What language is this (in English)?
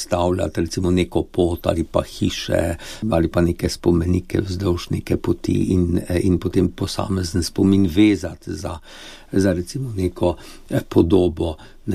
Slovenian